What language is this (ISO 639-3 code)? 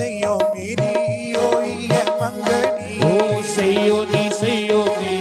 doi